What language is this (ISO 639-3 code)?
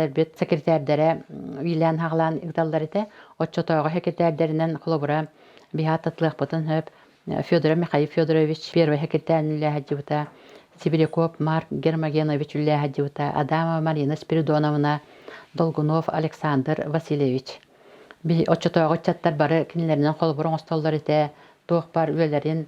sah